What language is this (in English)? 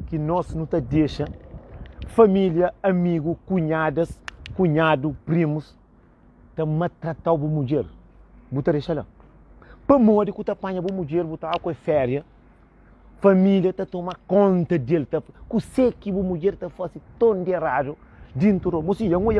Kabuverdianu